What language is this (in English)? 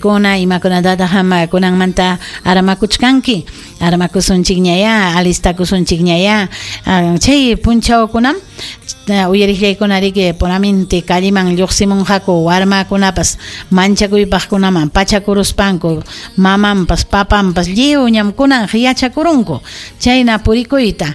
Ayacucho Quechua